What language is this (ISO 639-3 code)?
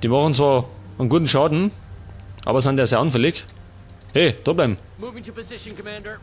bar